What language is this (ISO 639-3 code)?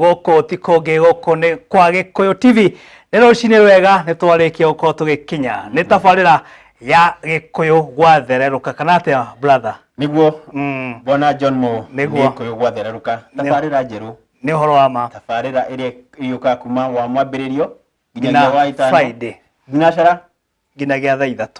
kik